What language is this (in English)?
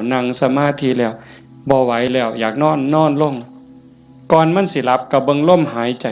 Northeastern Thai